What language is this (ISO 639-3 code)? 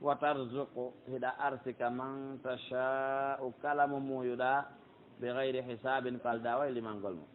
fuf